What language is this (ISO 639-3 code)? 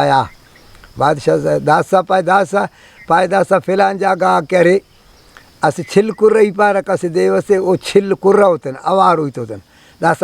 brh